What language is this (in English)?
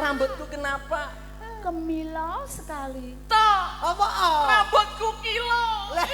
Javanese